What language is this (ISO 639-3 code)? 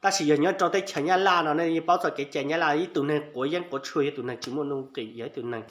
hmn